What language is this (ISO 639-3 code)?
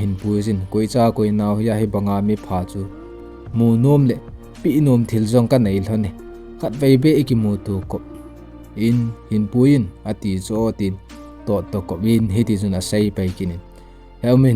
tcz